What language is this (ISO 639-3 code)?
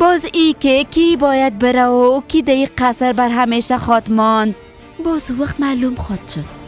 fas